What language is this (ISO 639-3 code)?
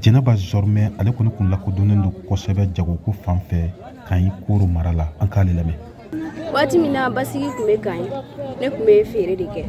bam